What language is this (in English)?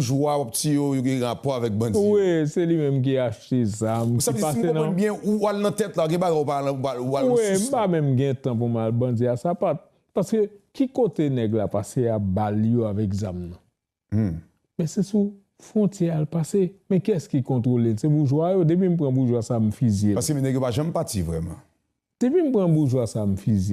Haitian Creole